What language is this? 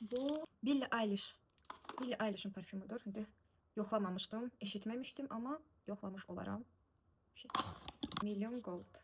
Azerbaijani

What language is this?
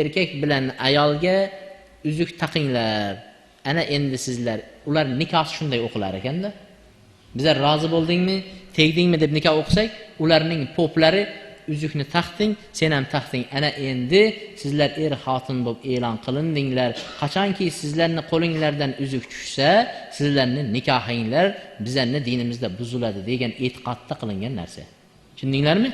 Uzbek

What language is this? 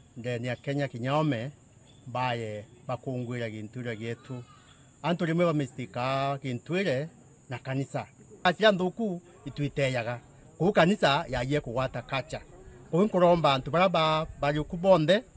Meru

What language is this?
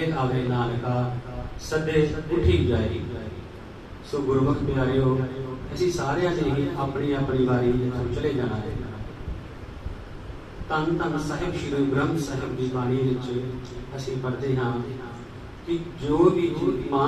Punjabi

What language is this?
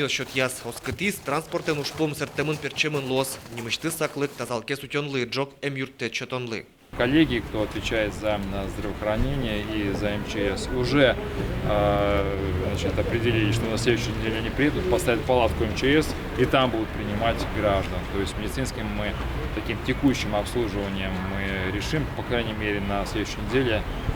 Udmurt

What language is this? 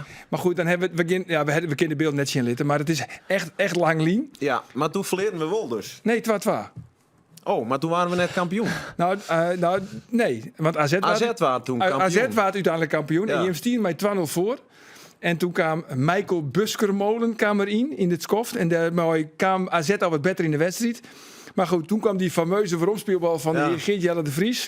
Western Frisian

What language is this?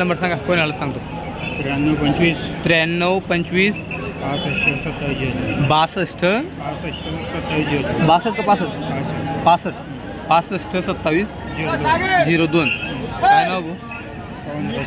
Marathi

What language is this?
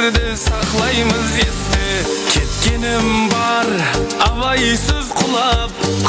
Kara-Kalpak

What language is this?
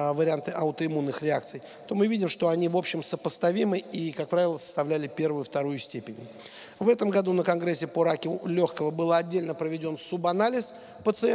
Russian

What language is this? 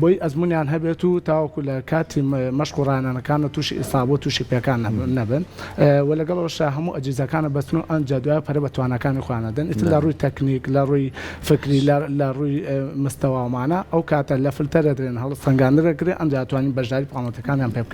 Central Kurdish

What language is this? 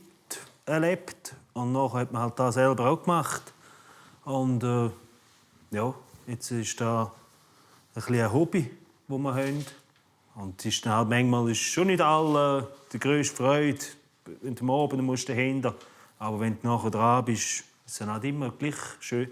Swiss German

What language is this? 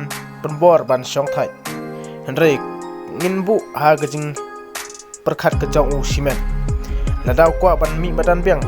Khasi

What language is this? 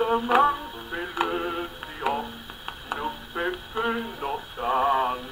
Danish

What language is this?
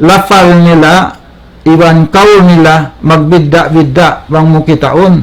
Tausug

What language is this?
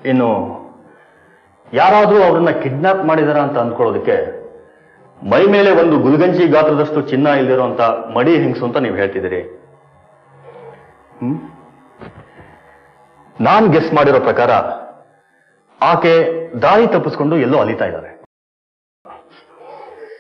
Kannada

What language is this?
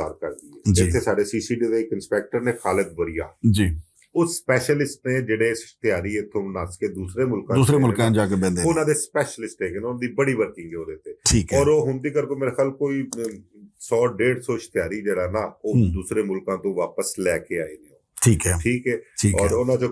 Western Panjabi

